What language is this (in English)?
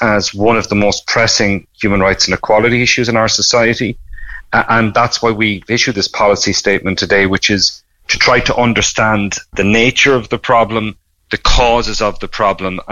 English